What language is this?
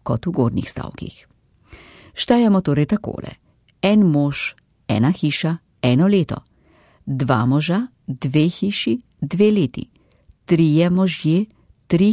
Slovenian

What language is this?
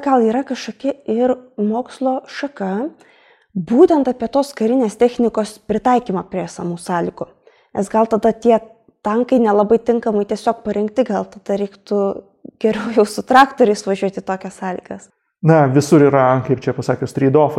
Lithuanian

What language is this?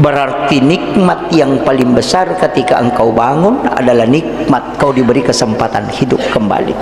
Buginese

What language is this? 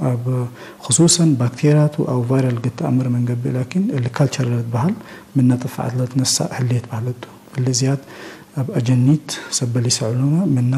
Tigre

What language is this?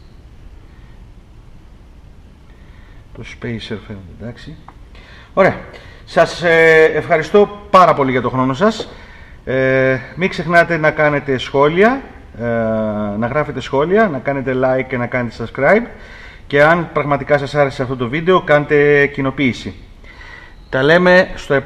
Greek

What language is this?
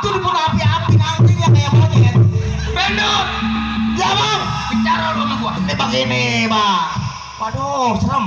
Betawi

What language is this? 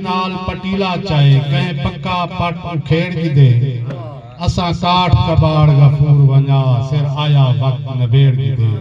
Saraiki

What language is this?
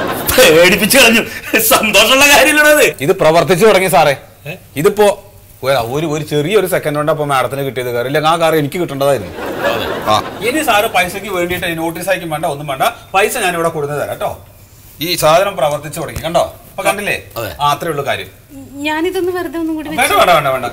Malayalam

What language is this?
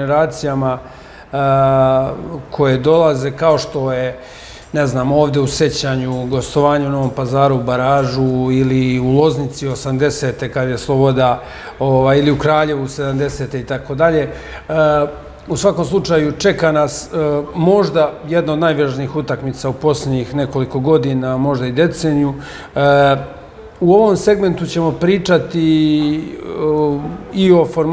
Serbian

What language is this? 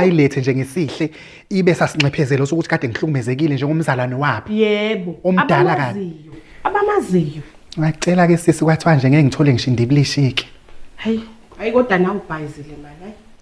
Zulu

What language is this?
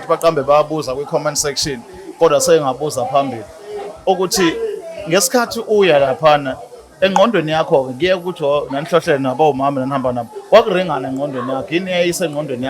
Zulu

